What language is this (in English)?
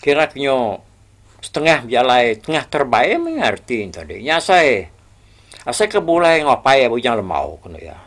Iban